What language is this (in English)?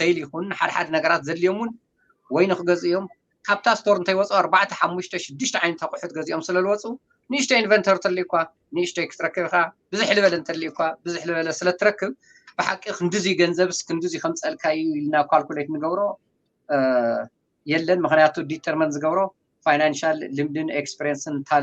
Tigrinya